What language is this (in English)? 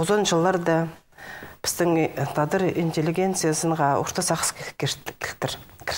Khakas